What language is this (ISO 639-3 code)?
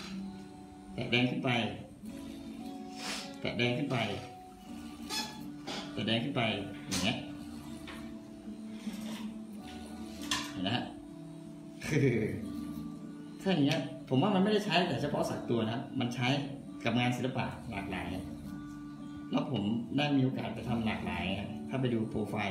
tha